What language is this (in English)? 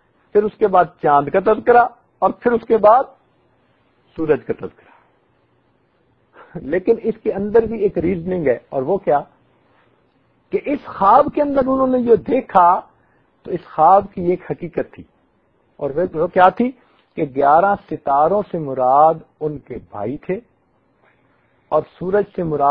Urdu